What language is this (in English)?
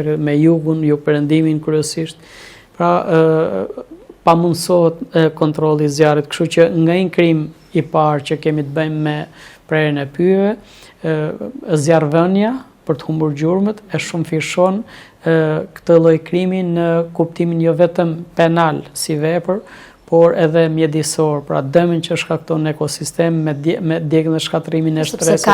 Albanian